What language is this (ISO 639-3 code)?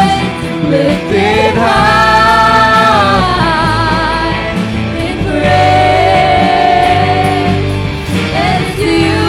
fil